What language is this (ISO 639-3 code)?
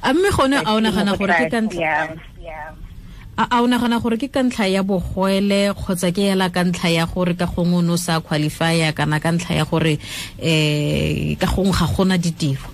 tsn